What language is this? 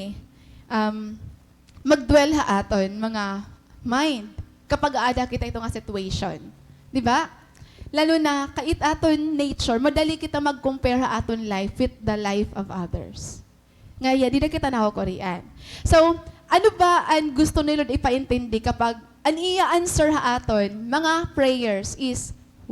Waray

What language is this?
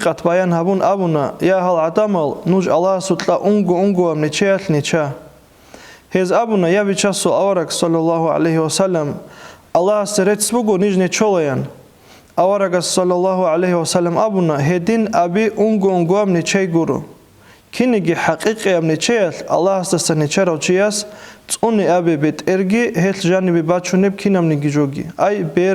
Avaric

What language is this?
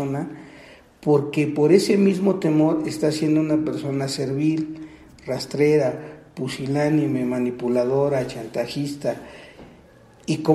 Spanish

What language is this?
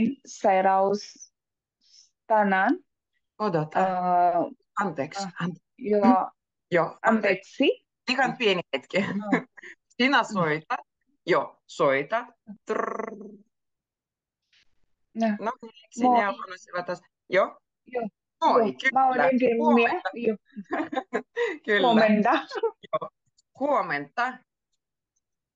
Finnish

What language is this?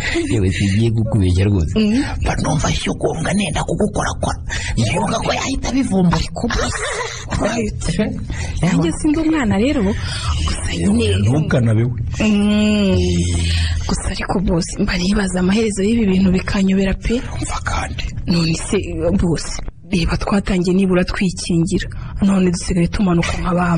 Kinyarwanda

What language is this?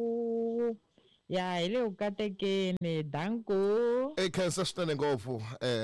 Tsonga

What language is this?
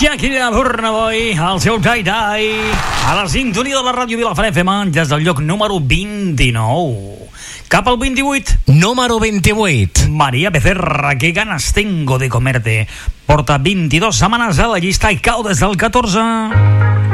Catalan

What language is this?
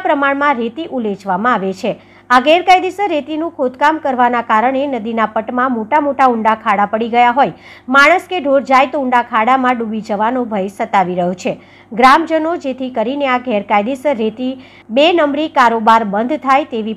Gujarati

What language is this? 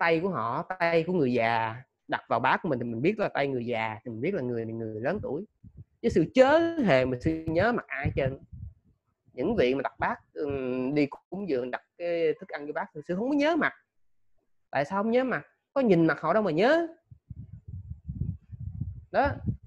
Vietnamese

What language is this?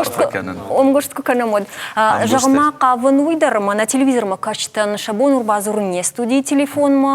Ossetic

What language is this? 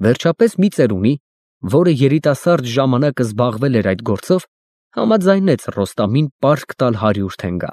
Armenian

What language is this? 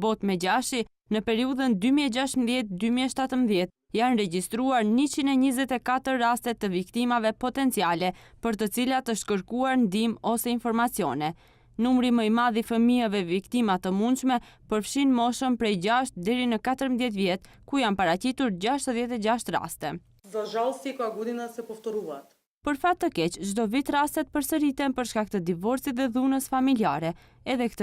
Albanian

